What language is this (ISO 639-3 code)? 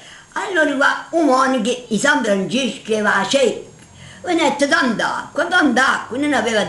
nap